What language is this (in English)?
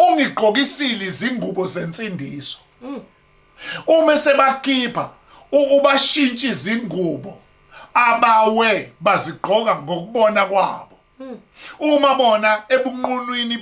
Zulu